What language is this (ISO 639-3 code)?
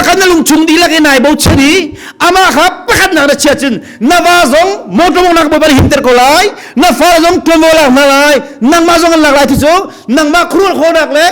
cnh